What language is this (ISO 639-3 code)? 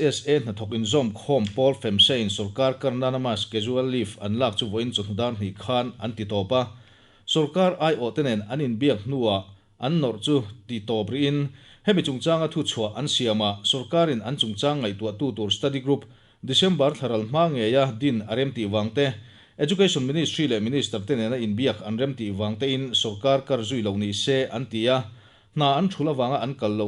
lus